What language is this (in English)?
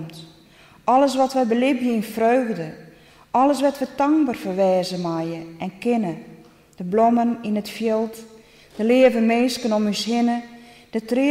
Western Frisian